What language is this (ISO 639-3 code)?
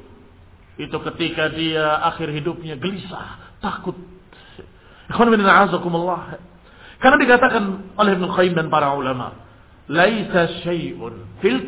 ind